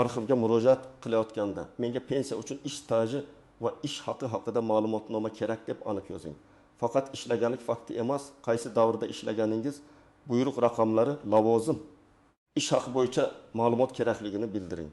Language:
Uzbek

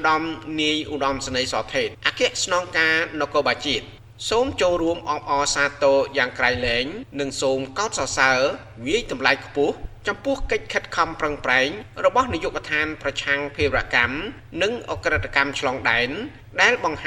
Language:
Khmer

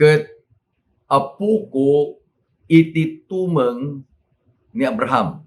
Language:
Iloko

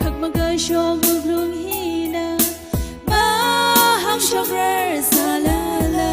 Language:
Tangkhul Naga (India)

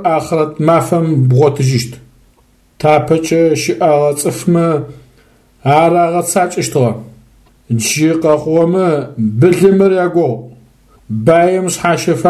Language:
Adyghe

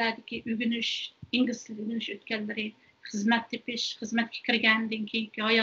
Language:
Uyghur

